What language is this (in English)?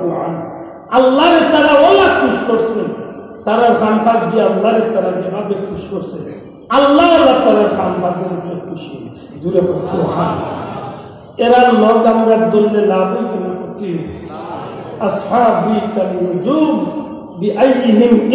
Sylheti